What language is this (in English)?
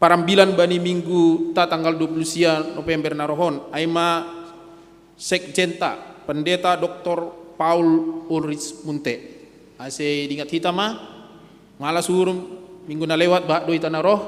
Batak Simalungun